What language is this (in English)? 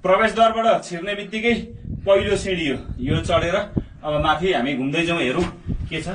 Nepali